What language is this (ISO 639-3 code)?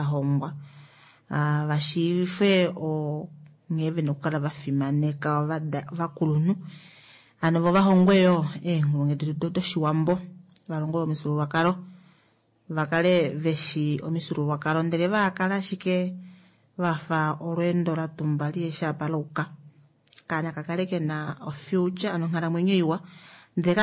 kua